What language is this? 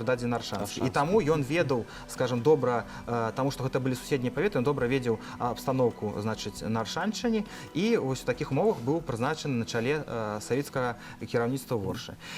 Belarusian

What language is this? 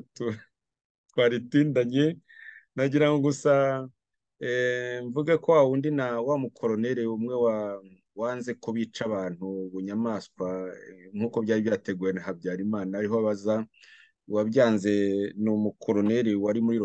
Kinyarwanda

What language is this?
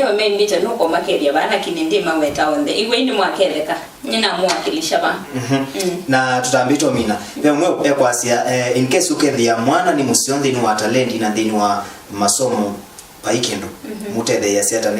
Kamba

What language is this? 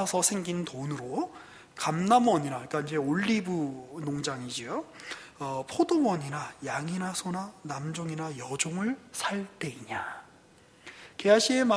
Korean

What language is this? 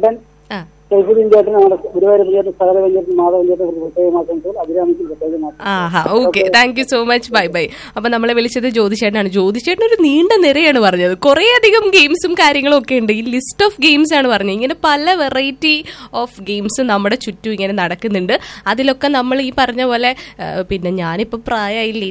Malayalam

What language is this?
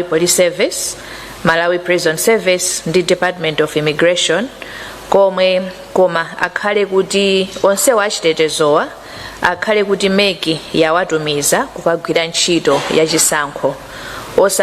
Nyanja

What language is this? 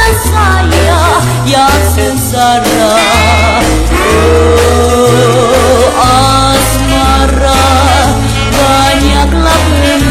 Malay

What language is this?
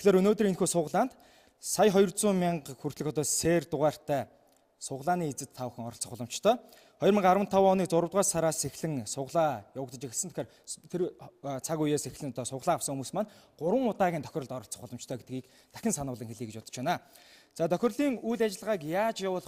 Mongolian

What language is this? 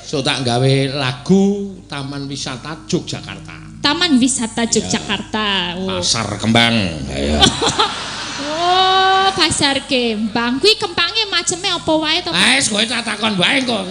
Javanese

